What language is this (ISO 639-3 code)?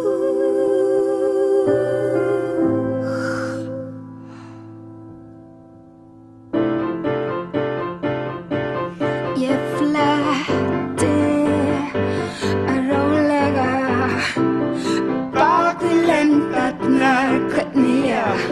isl